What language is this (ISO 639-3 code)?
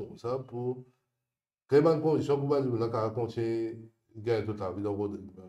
mfe